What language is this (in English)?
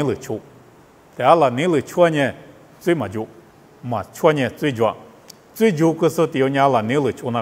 Lisu